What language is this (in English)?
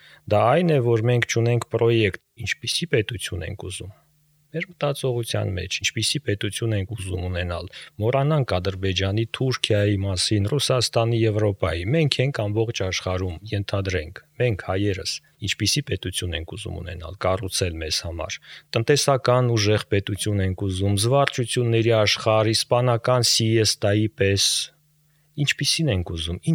Armenian